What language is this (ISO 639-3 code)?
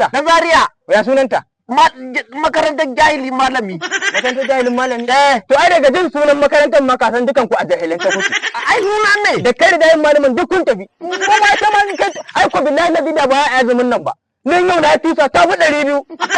hau